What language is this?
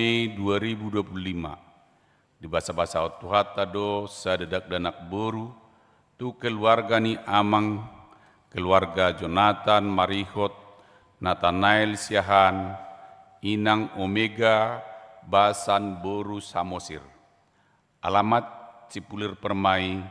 Batak Toba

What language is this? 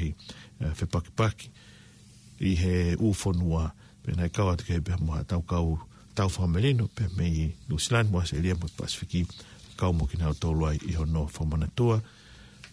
Tongan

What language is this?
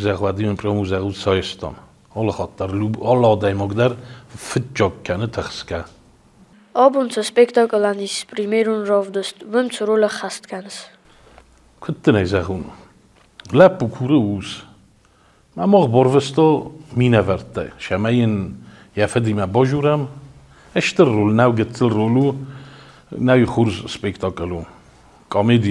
Ossetic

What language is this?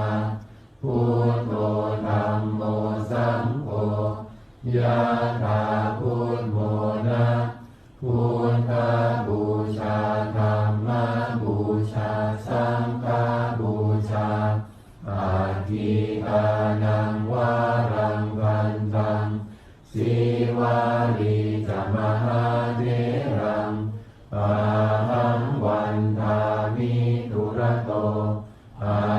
Pali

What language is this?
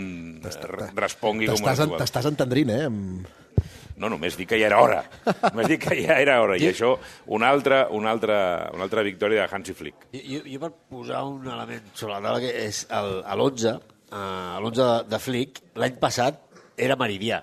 Catalan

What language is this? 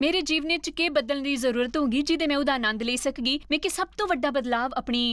Dogri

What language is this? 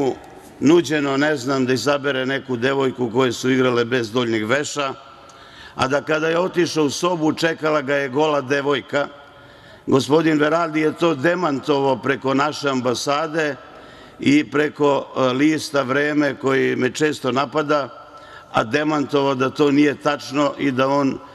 Serbian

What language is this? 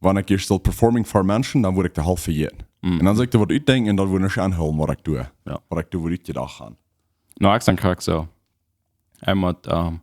Plautdietsch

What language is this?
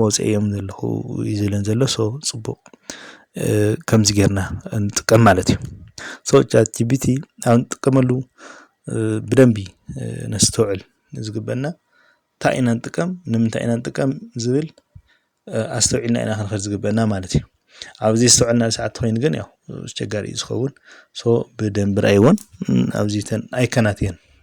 Tigrinya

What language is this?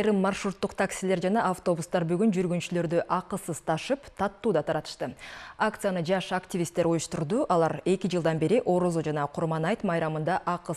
Kyrgyz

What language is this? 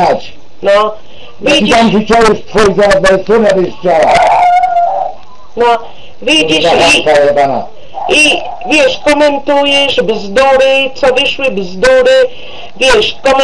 Polish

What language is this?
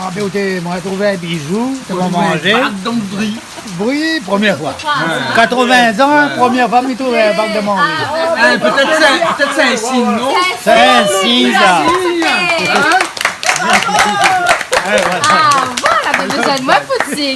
Réunion Creole French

